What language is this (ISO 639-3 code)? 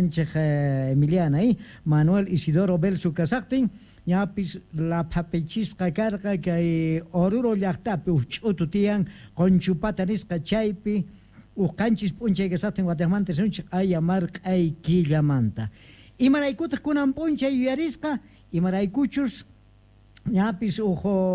que